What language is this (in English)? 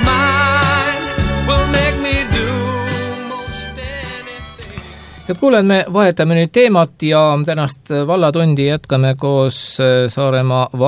Estonian